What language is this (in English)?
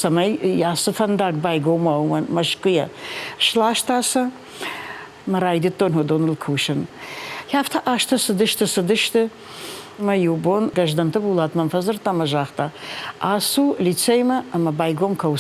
Ossetic